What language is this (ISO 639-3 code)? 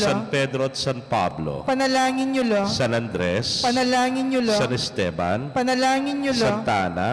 pam